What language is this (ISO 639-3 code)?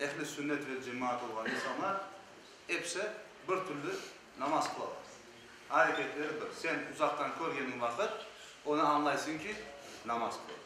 crh